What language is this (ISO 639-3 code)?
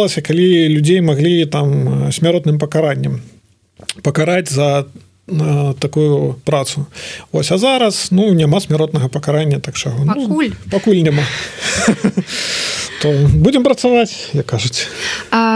bel